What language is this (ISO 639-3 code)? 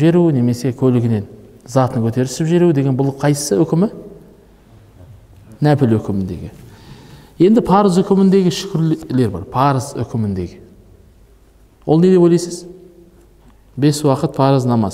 kaz